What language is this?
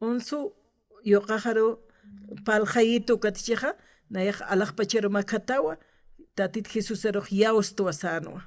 Aymara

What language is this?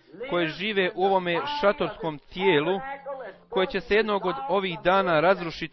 Bosnian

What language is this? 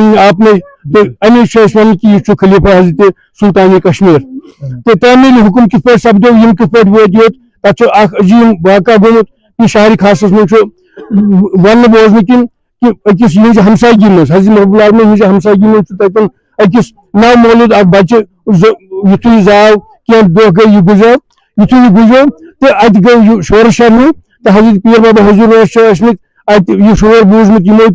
Kashmiri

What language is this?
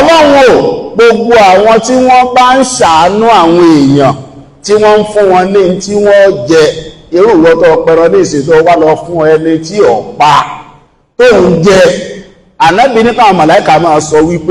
Yoruba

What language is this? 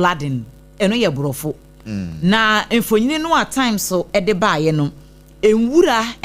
Akan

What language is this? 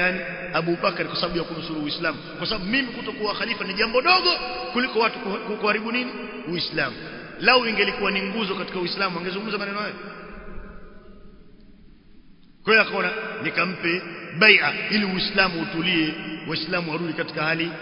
Swahili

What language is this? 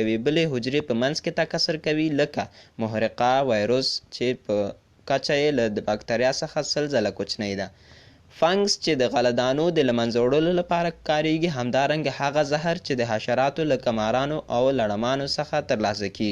Pashto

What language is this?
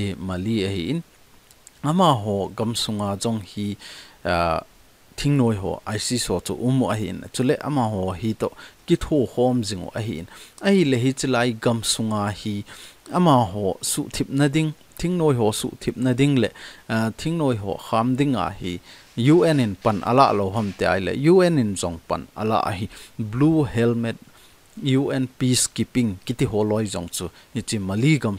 Thado Chin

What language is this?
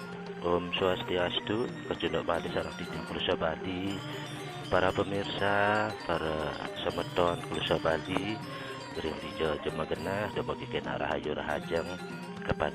Balinese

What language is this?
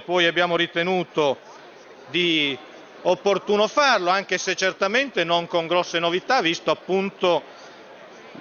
Italian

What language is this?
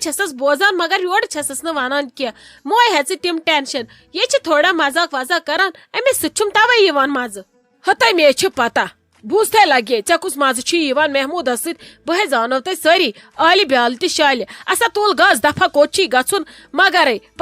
Kashmiri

